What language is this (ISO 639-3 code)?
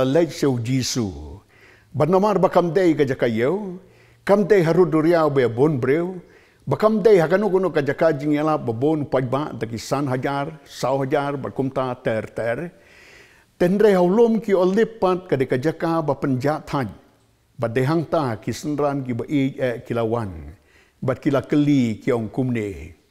kha